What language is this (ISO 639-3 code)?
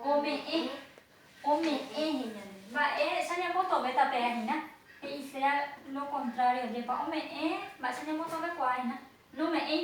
grn